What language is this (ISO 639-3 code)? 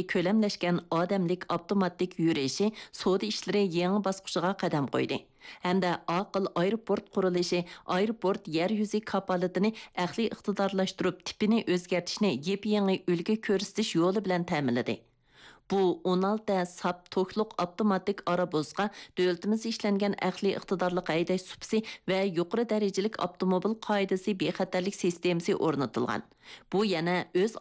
uig